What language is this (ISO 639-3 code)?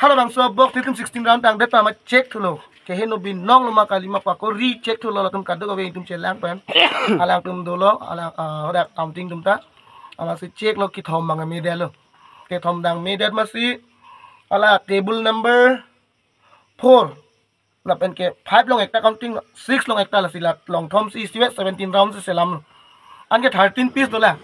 mjw